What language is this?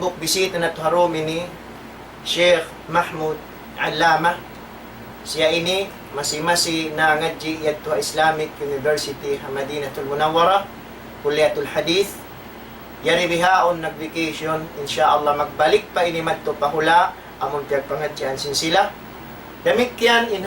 Tausug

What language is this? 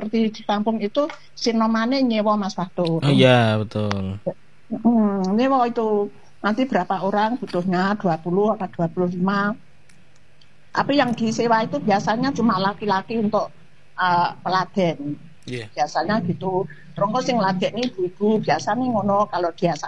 Indonesian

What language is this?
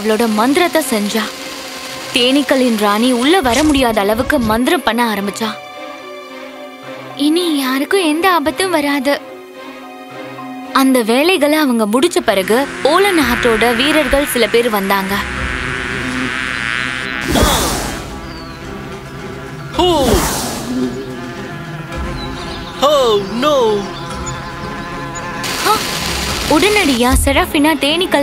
Tamil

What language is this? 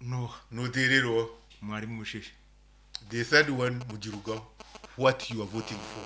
Nyoro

